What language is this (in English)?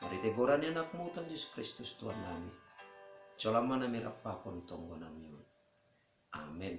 Batak Simalungun